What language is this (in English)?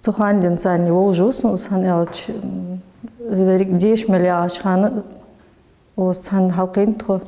Ingush